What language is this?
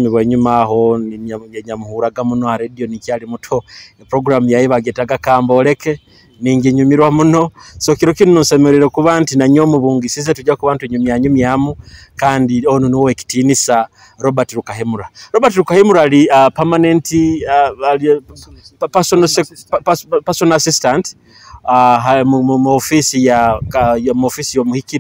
Nyoro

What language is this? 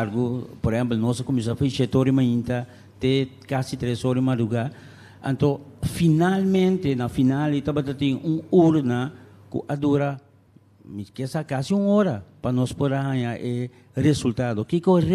Papiamento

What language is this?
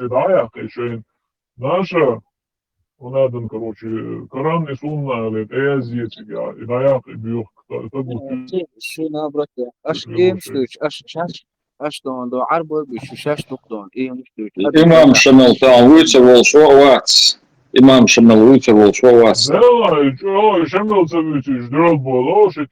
Chechen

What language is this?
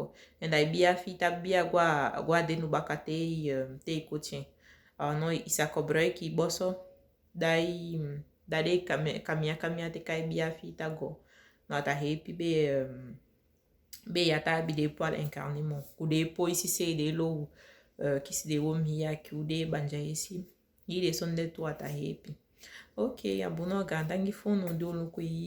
Saramaccan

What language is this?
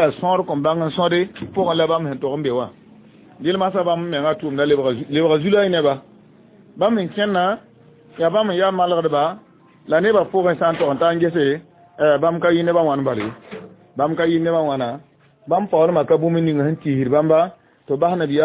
Mossi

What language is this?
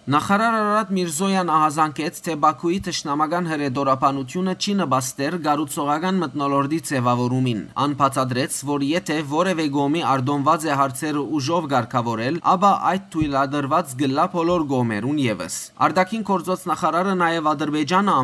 Western Armenian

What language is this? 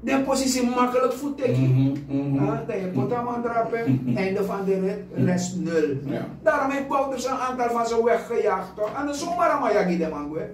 Sranan Tongo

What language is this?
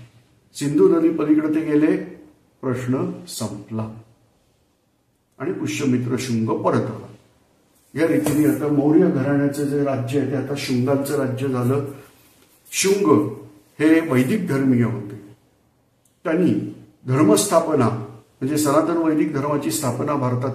Marathi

